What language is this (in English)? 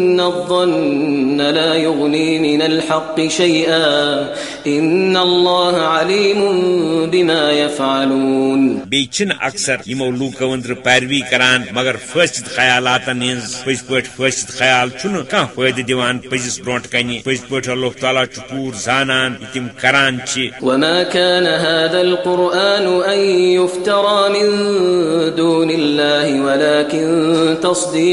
Kashmiri